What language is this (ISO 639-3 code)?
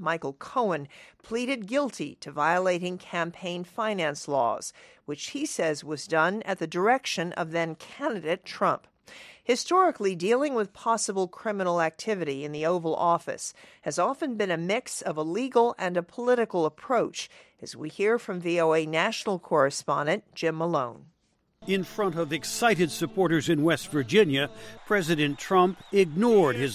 eng